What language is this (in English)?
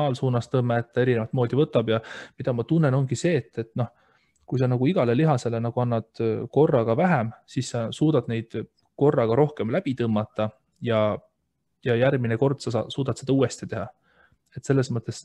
Estonian